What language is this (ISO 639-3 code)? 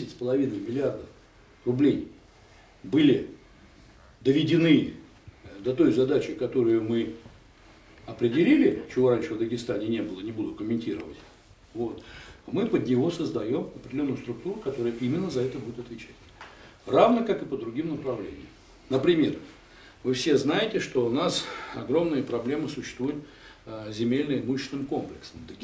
rus